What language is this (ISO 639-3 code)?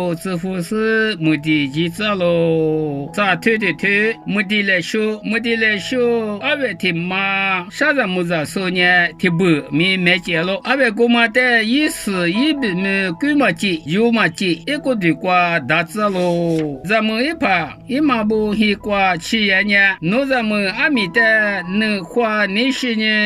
lis